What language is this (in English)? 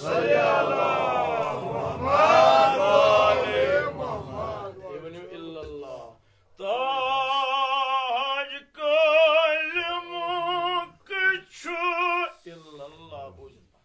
Kashmiri